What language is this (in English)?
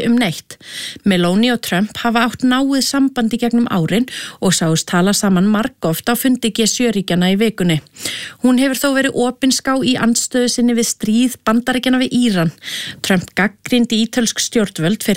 Icelandic